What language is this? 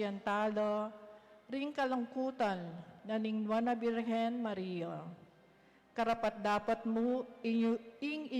Pampanga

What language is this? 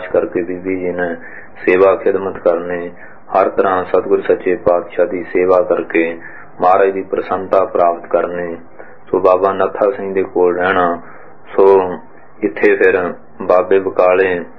Punjabi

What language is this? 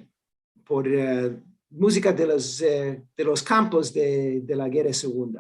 Ladino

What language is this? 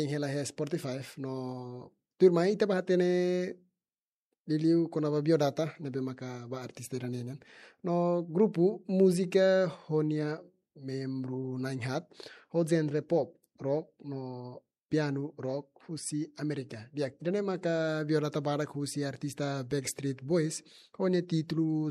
Tetum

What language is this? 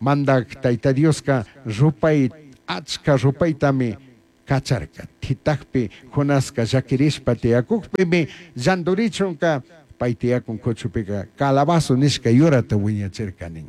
Chimborazo Highland Quichua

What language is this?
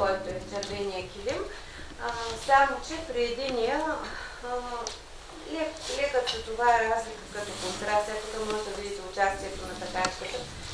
Bulgarian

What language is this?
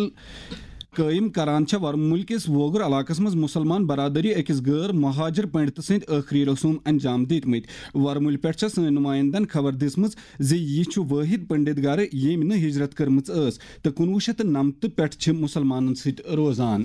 Kashmiri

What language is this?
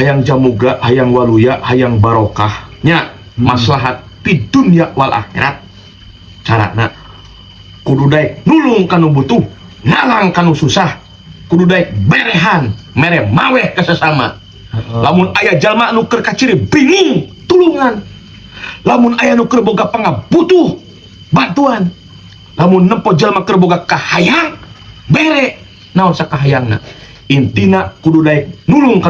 Sundanese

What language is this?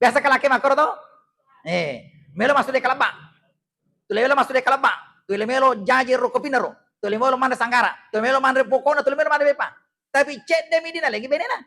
Buginese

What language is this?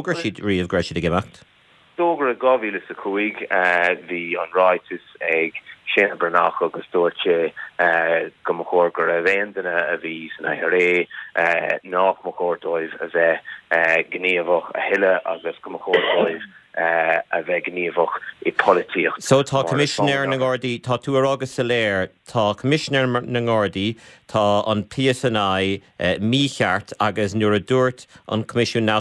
Irish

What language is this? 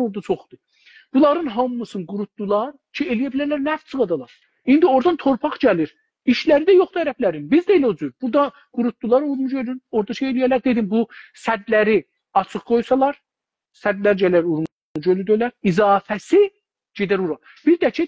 South Azerbaijani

